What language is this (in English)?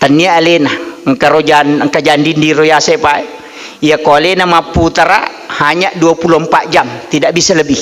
Buginese